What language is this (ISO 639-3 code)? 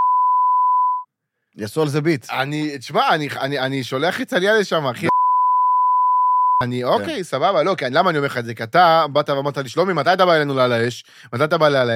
heb